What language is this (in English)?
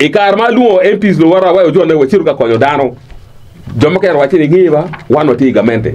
Acoli